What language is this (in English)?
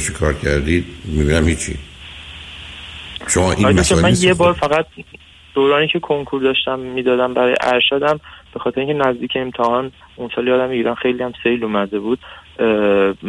Persian